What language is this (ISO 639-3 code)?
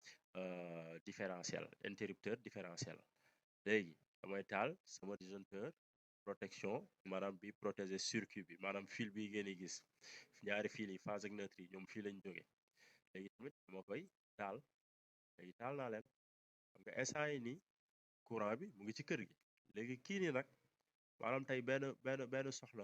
wol